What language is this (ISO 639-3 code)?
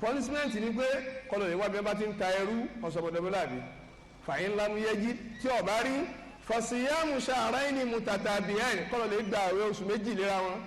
yor